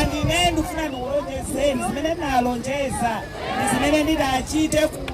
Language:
Nyanja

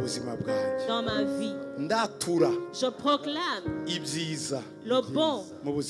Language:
Kinyarwanda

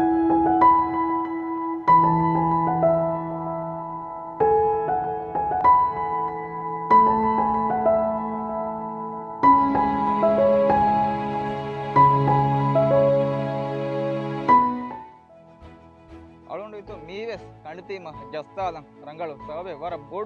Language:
Divehi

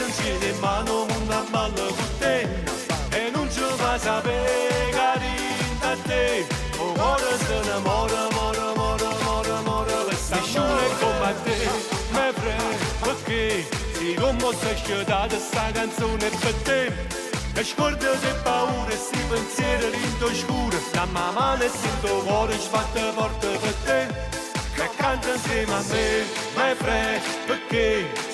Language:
Neapolitan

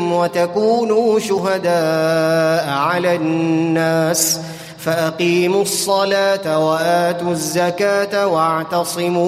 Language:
Arabic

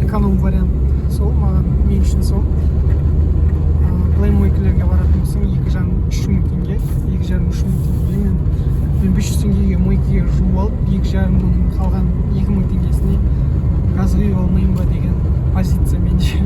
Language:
Kazakh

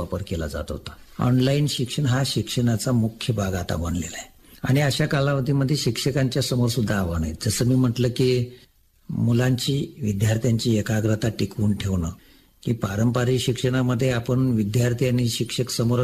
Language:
Marathi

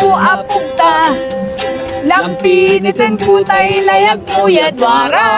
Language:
Pangasinan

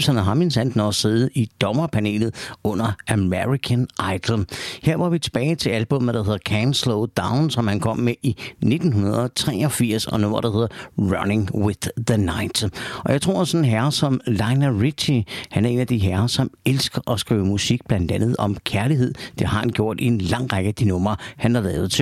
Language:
Danish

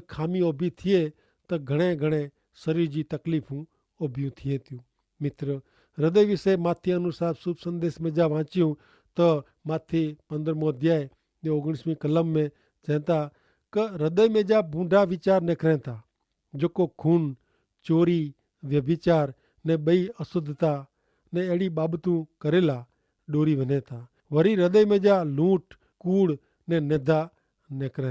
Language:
Kachhi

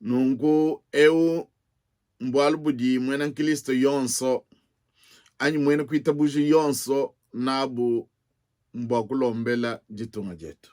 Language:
Luba-Lulua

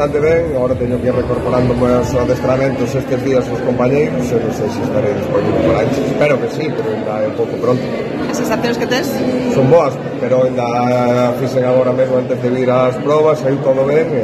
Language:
Galician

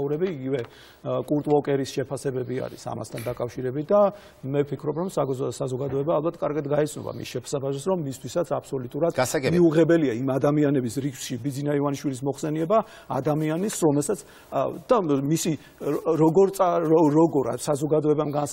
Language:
Georgian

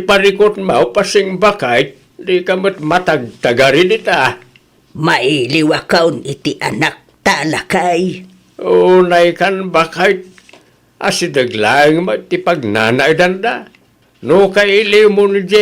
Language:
Iloko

